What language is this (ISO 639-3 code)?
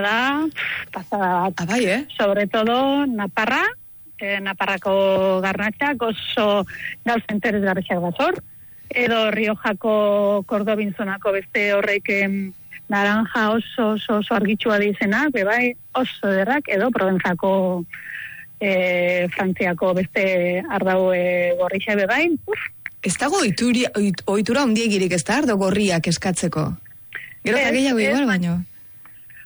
eus